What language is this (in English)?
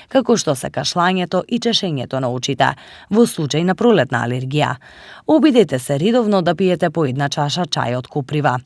Macedonian